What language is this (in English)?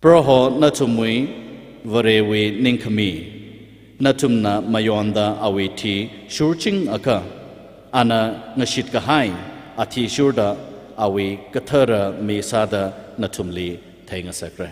Tangkhul Naga (India)